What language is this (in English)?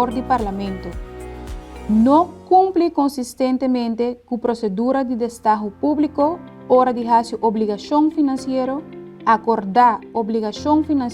Papiamento